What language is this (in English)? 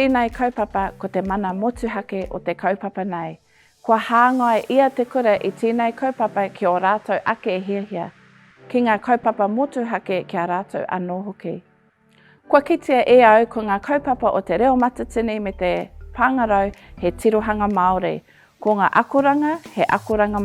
Māori